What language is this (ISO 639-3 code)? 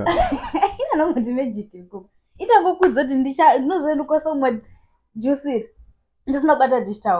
sna